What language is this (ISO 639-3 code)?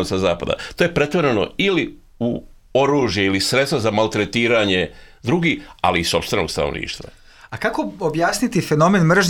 srp